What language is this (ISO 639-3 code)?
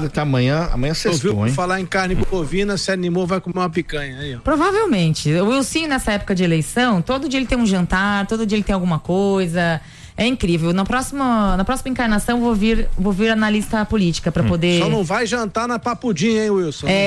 por